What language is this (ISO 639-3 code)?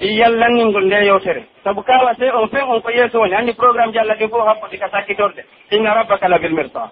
fuf